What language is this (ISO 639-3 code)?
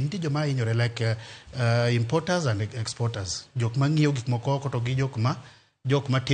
luo